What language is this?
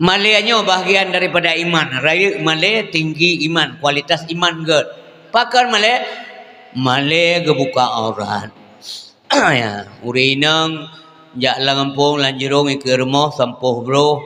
Achinese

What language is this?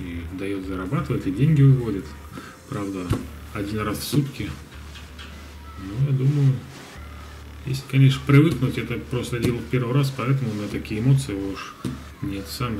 Russian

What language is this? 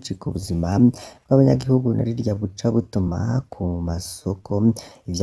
Rundi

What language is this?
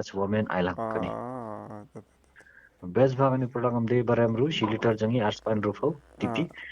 Khasi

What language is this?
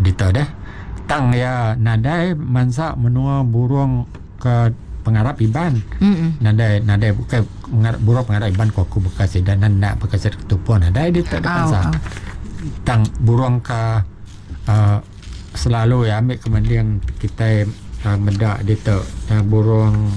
Iban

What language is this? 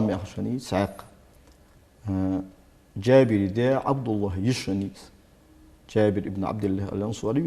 Ingush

